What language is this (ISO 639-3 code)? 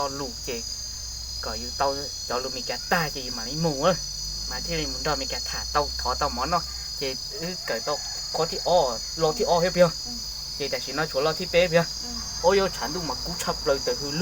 hmn